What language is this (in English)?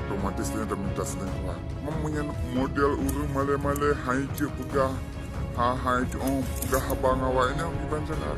Achinese